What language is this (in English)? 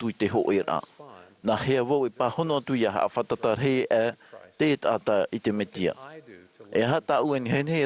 Tahitian